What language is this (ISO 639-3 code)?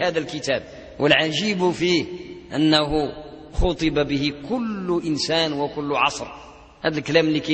ara